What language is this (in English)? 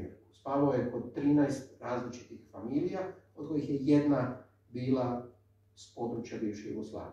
Croatian